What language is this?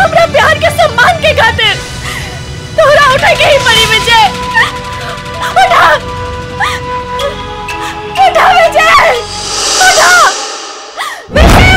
Bhojpuri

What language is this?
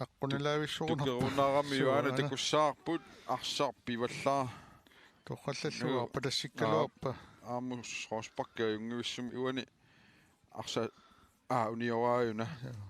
Kalaallisut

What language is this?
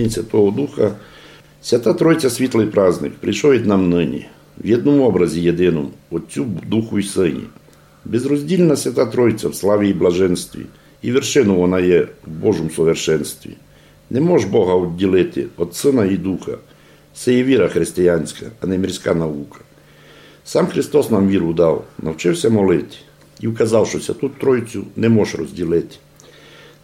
Rusyn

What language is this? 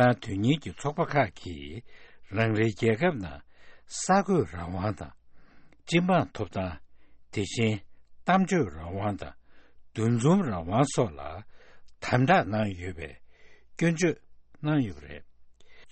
Tibetan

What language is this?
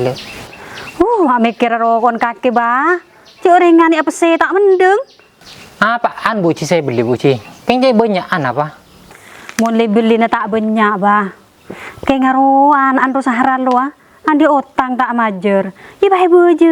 Madurese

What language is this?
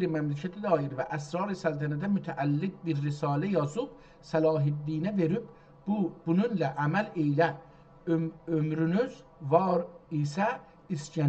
South Azerbaijani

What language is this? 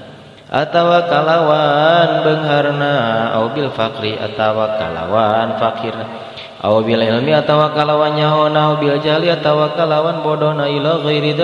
Sundanese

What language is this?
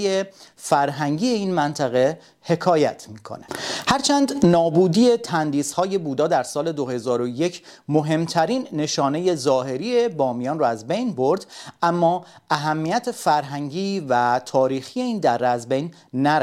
Persian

